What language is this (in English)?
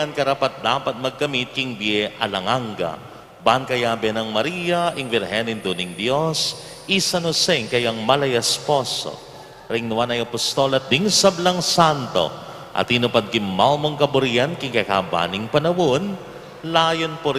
Pampanga